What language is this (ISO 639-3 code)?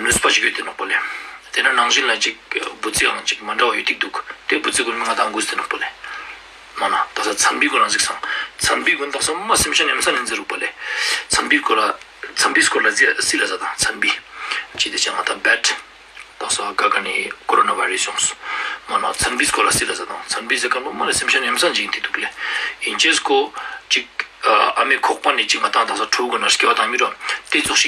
lbj